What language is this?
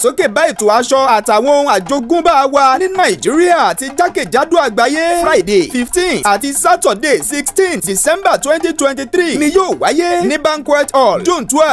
Yoruba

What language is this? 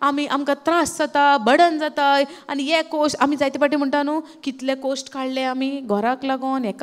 Konkani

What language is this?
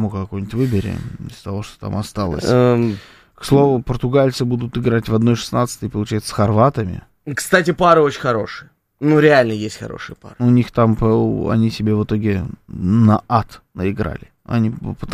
Russian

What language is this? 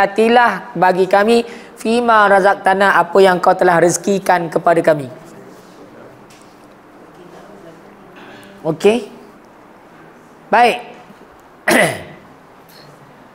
Malay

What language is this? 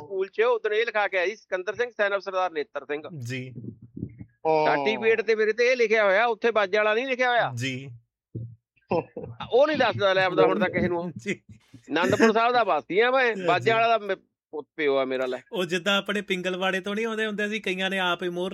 Punjabi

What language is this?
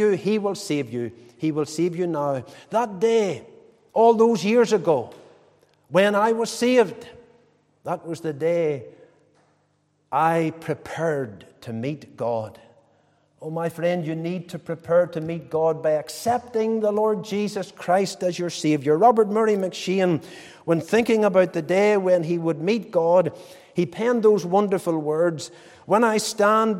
English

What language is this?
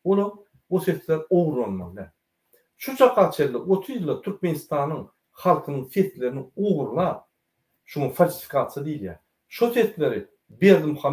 Turkmen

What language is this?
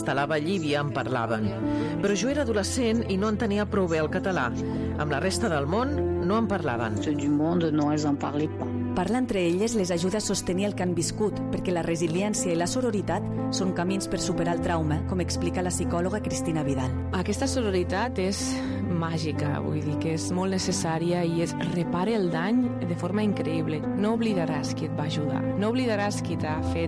Catalan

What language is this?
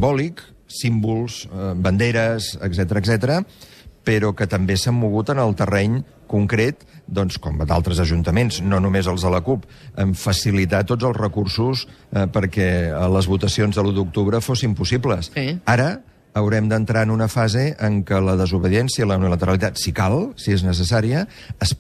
Catalan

